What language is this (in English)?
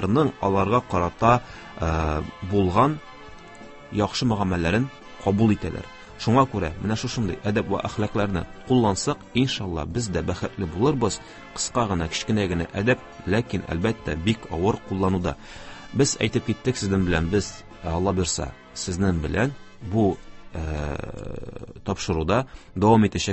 Tatar